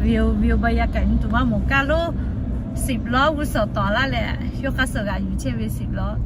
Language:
Lahu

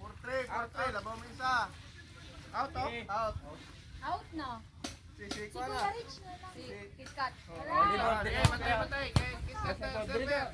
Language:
Cebuano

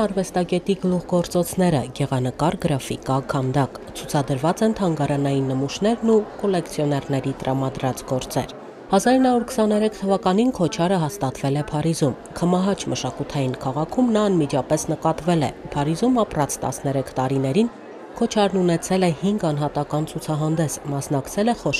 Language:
Armenian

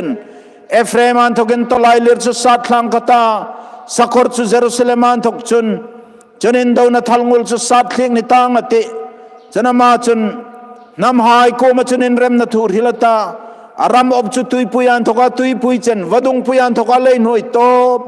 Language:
Hmar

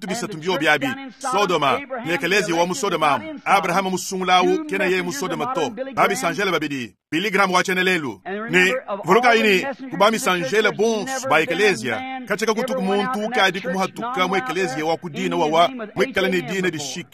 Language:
Luba-Lulua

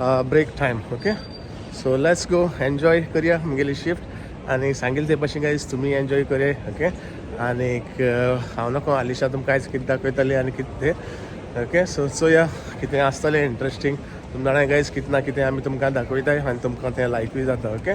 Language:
Konkani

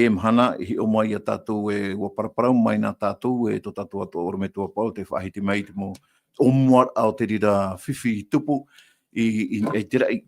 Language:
Tahitian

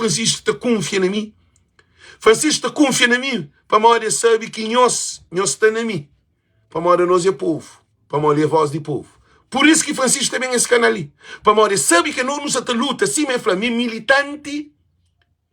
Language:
Kabuverdianu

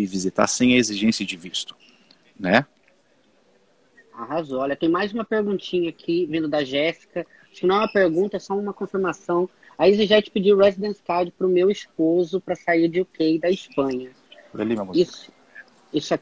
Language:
Portuguese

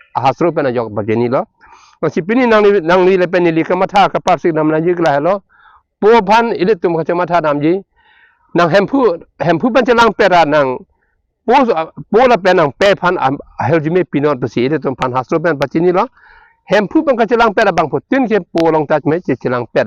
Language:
Karbi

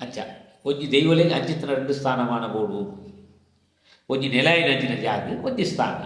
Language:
Tulu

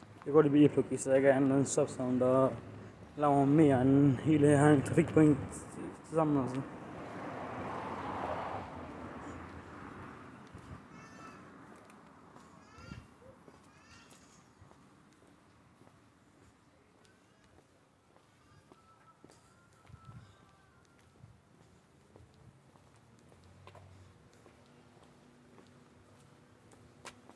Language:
Danish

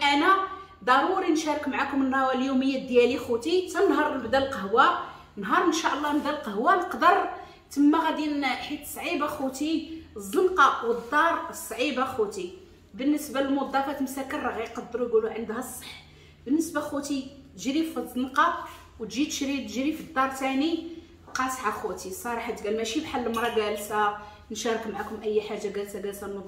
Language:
Moroccan Arabic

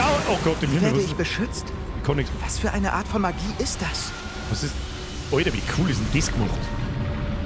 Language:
Bavarian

